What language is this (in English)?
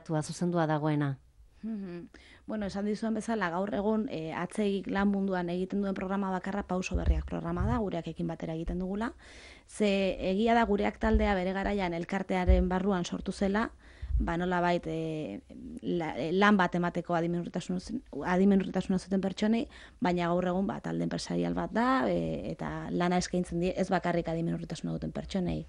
Basque